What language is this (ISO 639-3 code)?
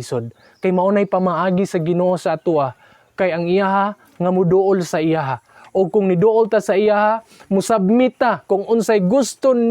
ceb